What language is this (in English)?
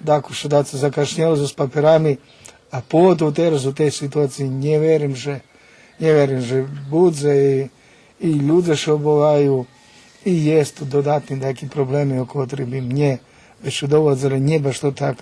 Rusyn